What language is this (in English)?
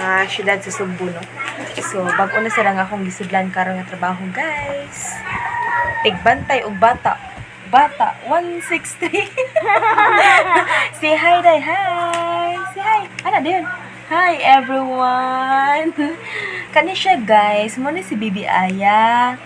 Cebuano